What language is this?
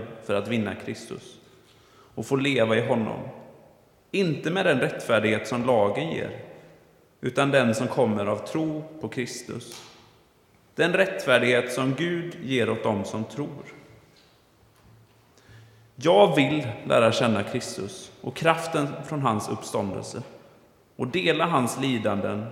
Swedish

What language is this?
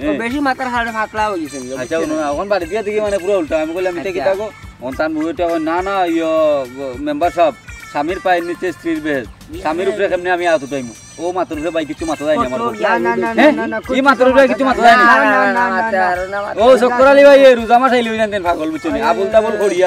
Sylheti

